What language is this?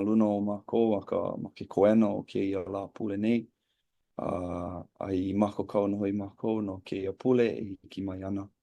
Hawaiian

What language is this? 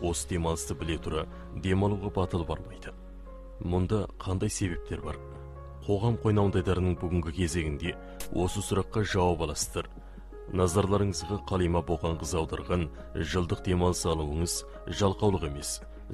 Kazakh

